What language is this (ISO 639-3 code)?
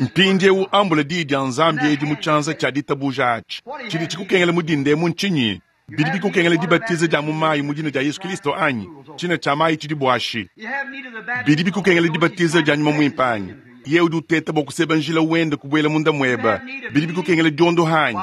lua